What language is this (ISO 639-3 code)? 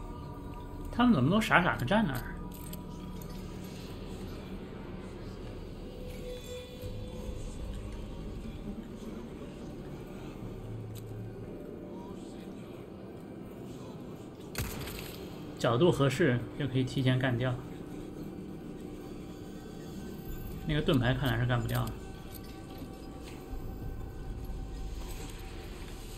zho